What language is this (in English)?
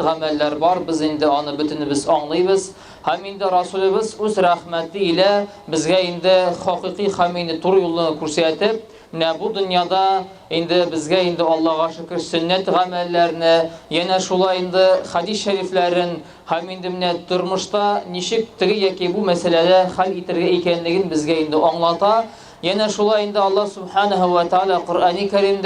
Tatar